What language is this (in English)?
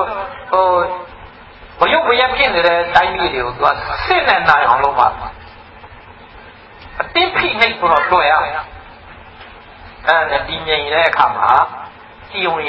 Burmese